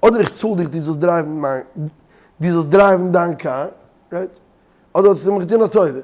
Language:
Yiddish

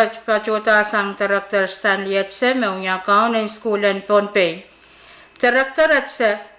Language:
Pohnpeian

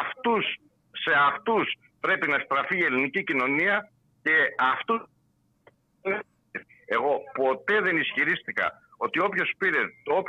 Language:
Greek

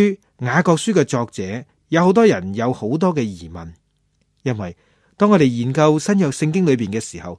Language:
Cantonese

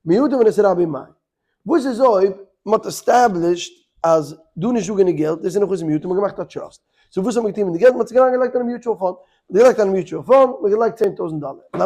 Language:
Yiddish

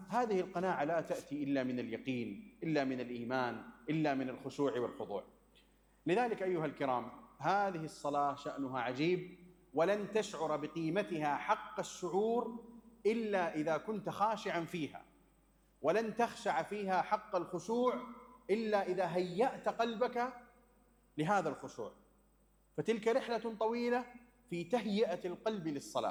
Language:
Arabic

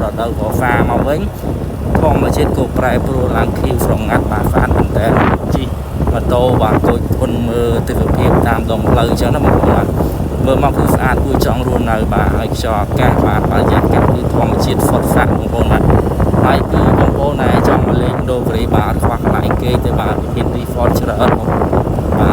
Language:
Khmer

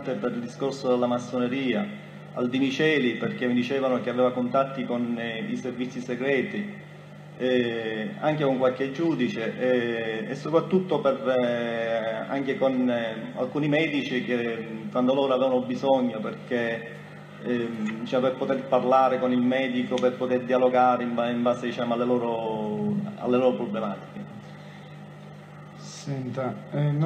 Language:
Italian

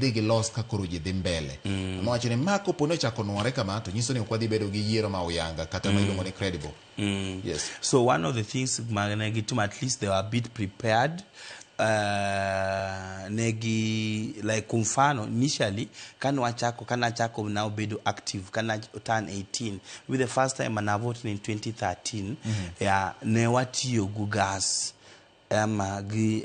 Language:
Luo (Kenya and Tanzania)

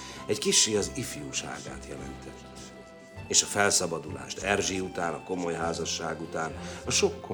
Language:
Hungarian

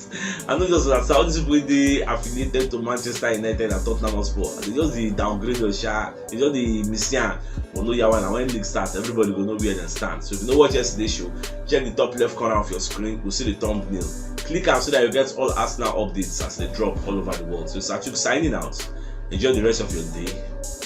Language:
Nigerian Pidgin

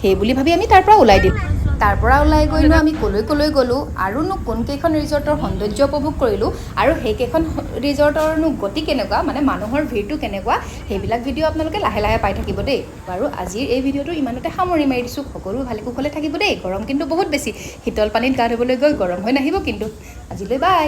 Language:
Assamese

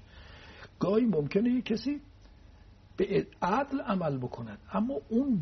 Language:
Persian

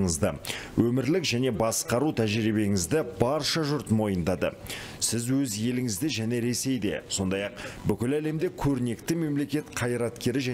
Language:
Kazakh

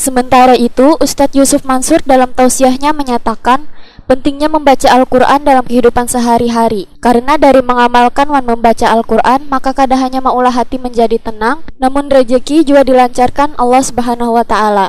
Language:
Banjar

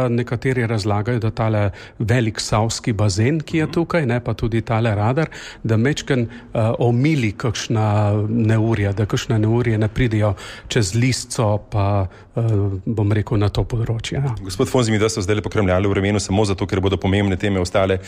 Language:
Slovenian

